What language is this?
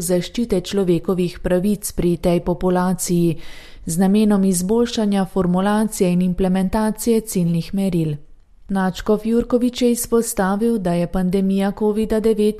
Slovenian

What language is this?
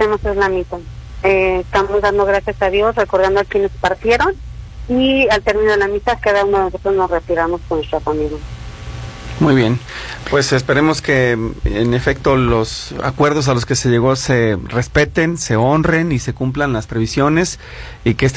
Spanish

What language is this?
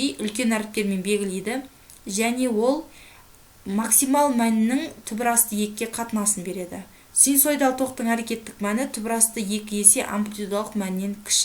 Kazakh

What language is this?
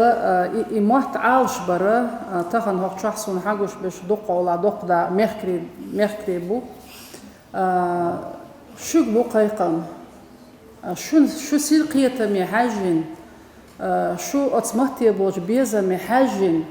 Chechen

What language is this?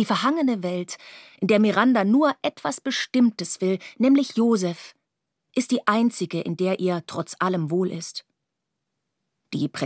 German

